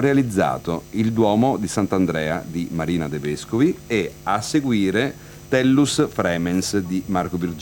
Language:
Italian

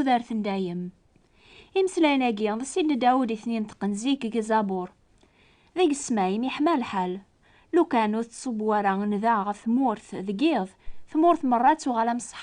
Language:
Kabyle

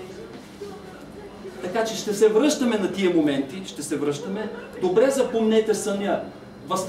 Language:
Bulgarian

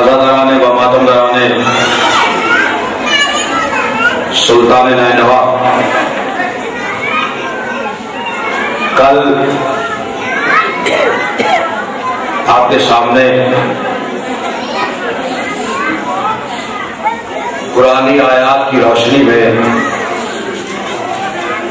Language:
Urdu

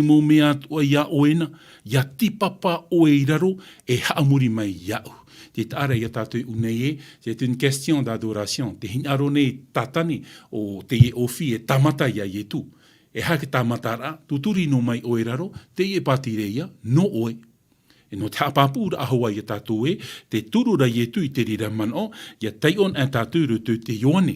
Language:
Tahitian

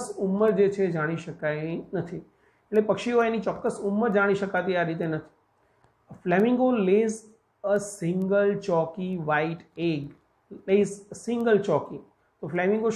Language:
Gujarati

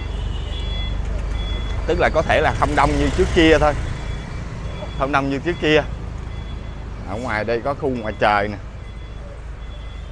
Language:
Vietnamese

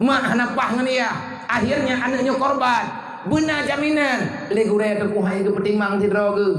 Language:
Achinese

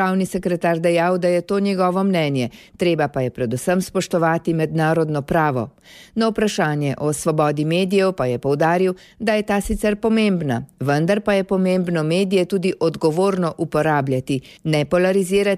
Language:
Slovenian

